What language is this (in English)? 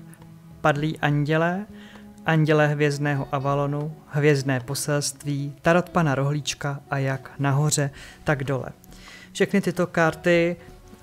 Czech